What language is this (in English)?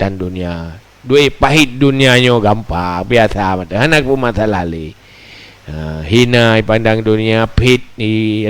Achinese